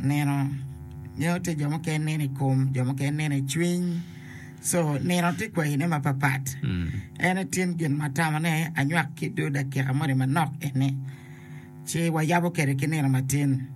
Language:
Acoli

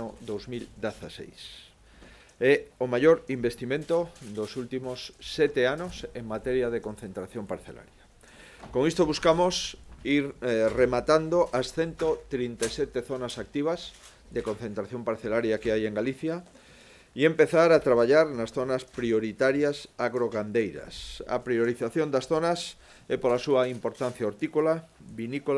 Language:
Galician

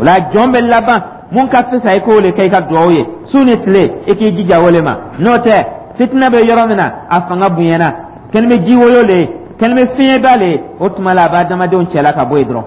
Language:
Dyula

